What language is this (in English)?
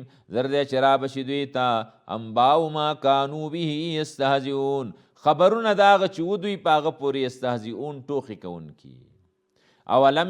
Pashto